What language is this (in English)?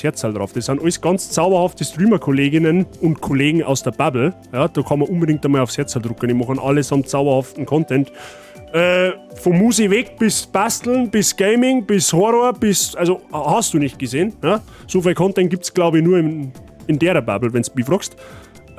Bavarian